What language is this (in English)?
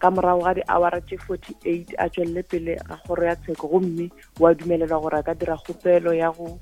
Northern Sotho